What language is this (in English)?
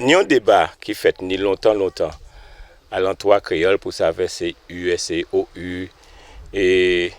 Guadeloupean Creole French